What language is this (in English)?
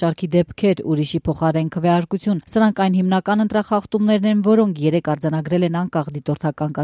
Armenian